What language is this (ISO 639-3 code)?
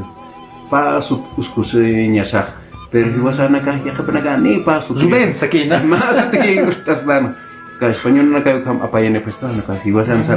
aym